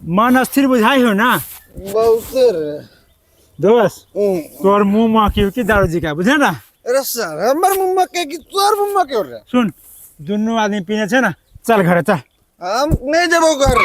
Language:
Maithili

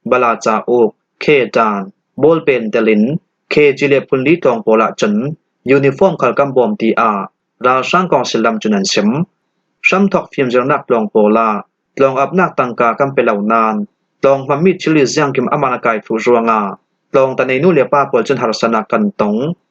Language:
Falam Chin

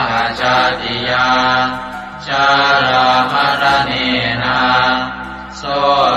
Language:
Pali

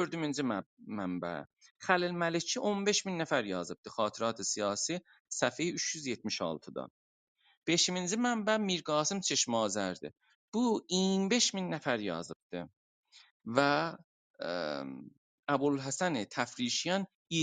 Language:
South Azerbaijani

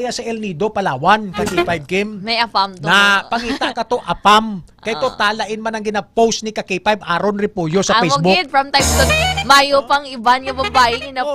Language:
Hiligaynon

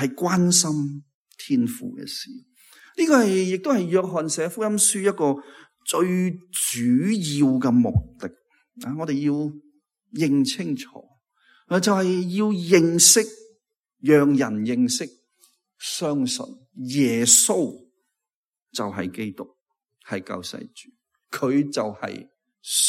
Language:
Cantonese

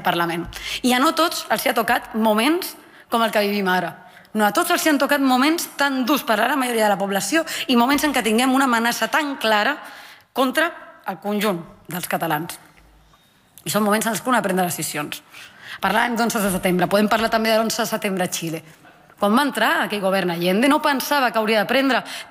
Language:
Catalan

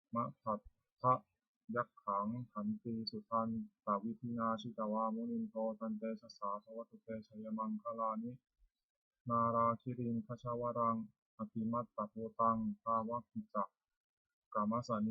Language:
Pali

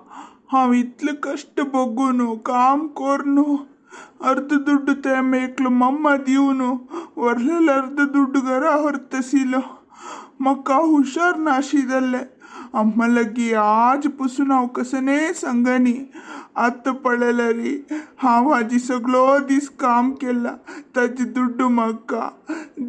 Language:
Konkani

